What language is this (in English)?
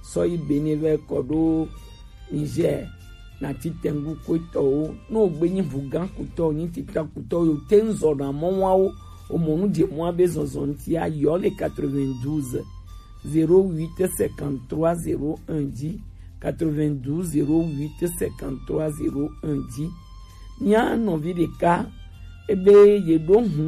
Gen